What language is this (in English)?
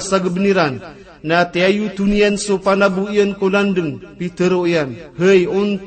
Maranao